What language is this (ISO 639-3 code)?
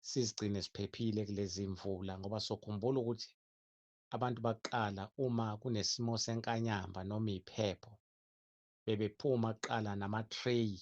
zul